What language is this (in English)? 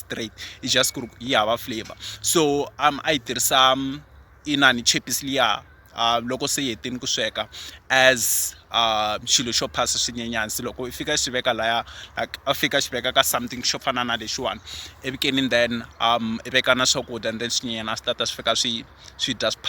Tsonga